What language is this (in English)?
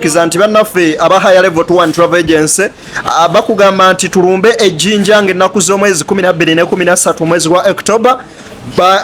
Ganda